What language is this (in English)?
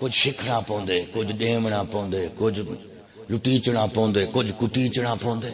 Saraiki